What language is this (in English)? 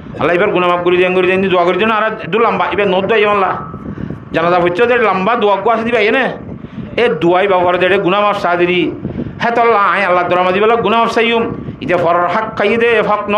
Rohingya